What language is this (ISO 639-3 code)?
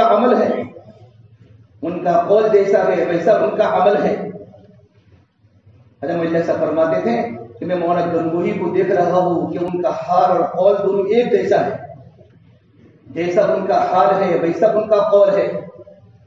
urd